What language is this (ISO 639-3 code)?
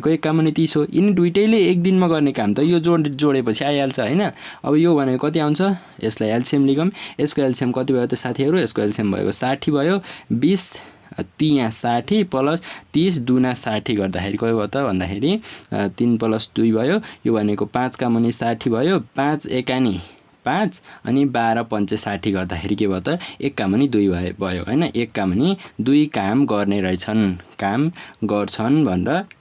nep